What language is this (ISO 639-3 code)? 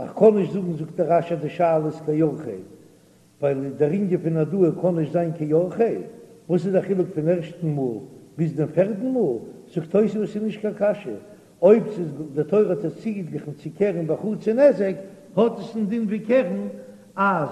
yid